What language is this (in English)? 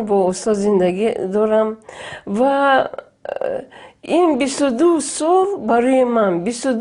Tajik